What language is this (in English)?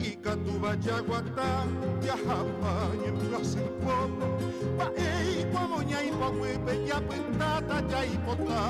Guarani